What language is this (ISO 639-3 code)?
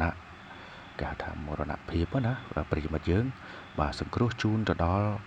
khm